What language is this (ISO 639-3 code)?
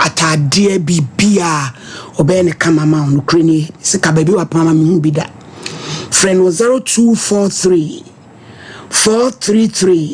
aka